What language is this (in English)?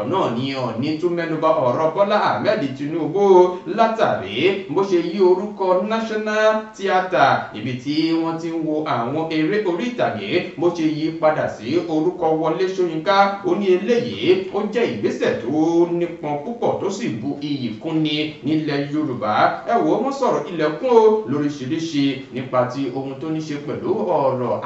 Yoruba